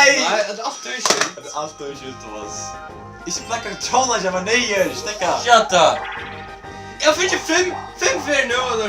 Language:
Faroese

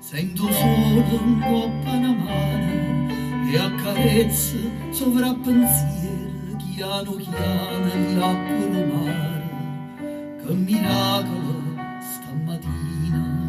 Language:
Neapolitan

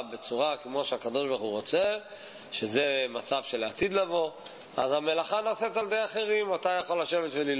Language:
Hebrew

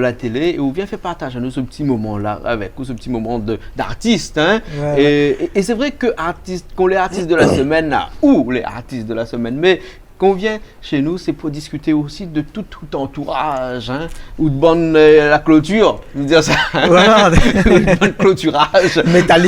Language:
Réunion Creole French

